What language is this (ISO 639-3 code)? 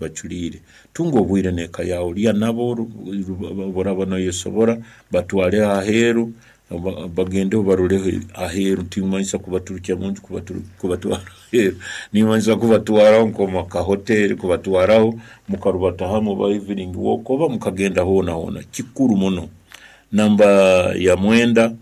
nyn